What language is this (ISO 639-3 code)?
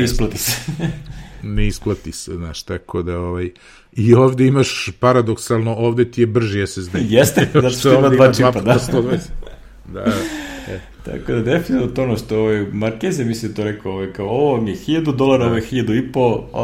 srp